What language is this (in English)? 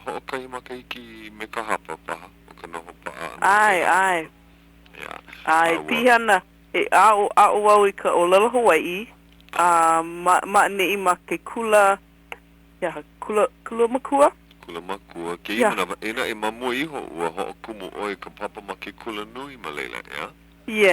Hawaiian